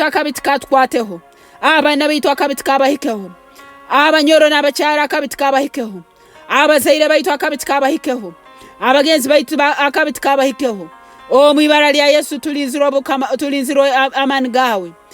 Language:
Nyoro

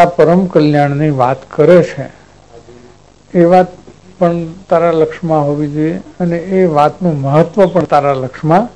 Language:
Gujarati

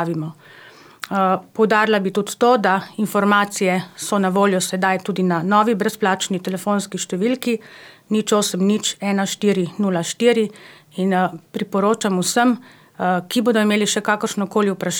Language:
Slovenian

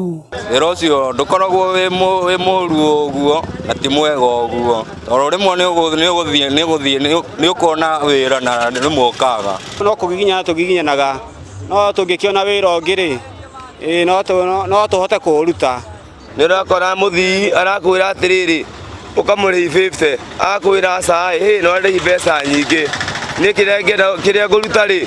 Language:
Kikuyu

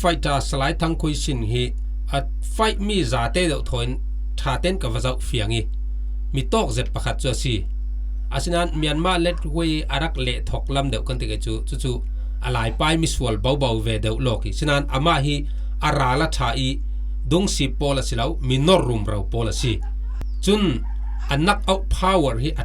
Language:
Falam Chin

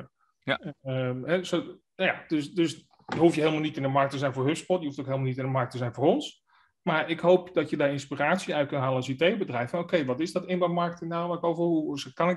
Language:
Dutch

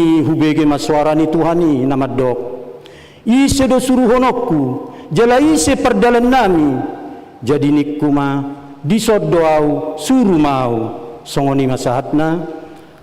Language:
Batak Toba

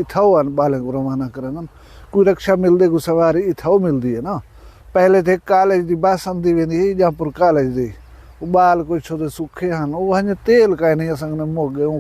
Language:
Saraiki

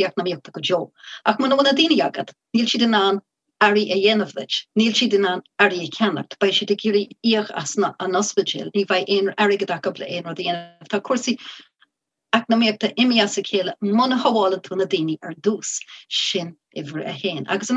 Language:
Irish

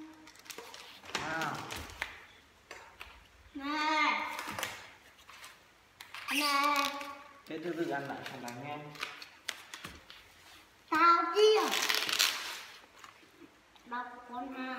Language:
Vietnamese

